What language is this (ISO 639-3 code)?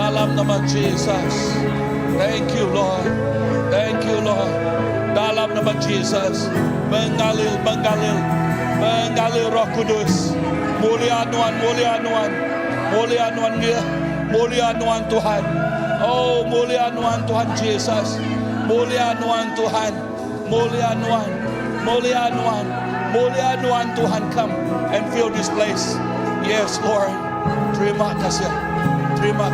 iba